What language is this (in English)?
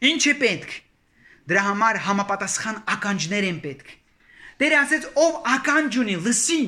Armenian